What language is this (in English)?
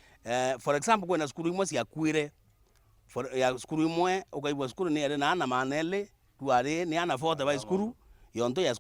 Meru